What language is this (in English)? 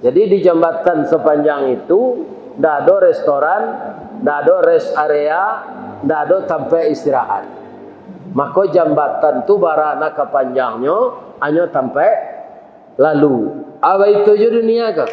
Minangkabau